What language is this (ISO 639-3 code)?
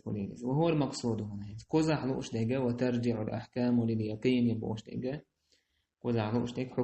che